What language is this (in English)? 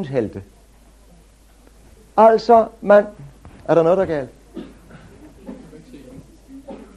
Danish